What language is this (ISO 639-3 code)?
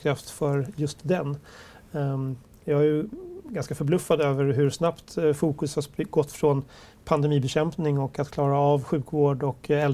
swe